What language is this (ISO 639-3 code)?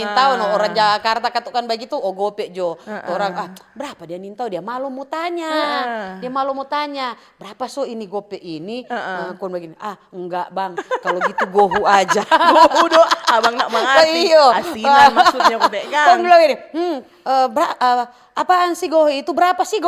xmm